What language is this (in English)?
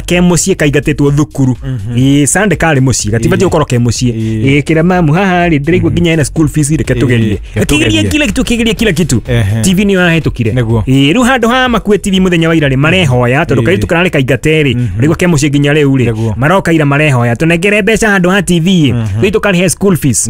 Kikuyu